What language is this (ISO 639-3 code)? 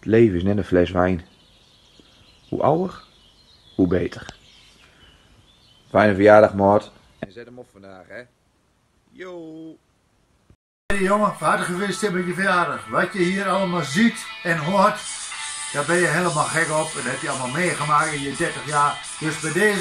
nld